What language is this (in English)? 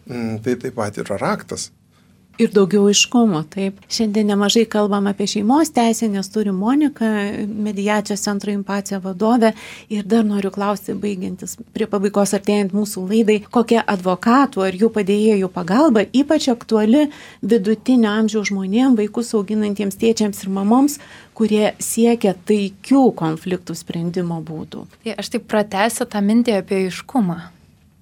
Lithuanian